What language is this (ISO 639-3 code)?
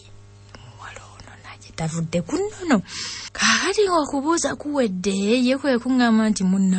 lug